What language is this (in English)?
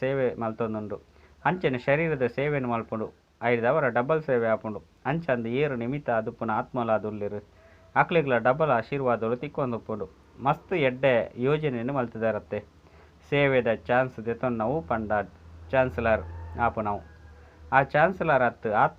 Tulu